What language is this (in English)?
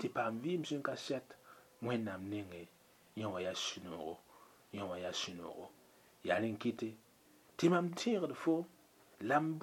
Mossi